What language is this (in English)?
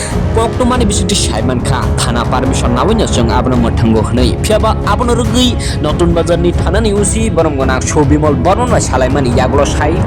Kok Borok